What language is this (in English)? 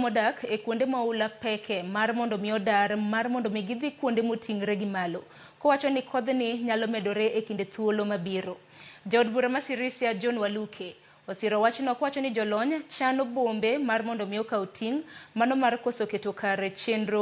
Luo (Kenya and Tanzania)